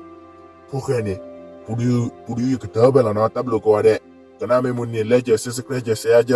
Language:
S'gaw Karen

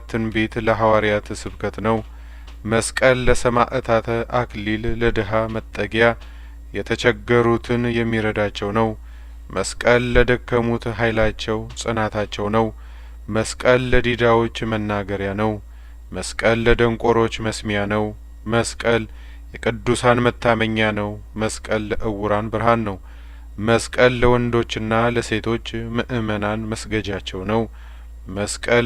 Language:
Amharic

